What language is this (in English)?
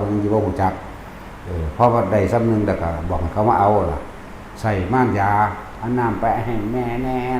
Northeastern Thai